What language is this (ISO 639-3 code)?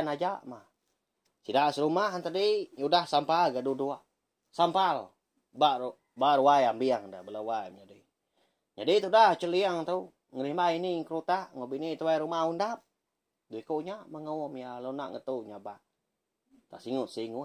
iba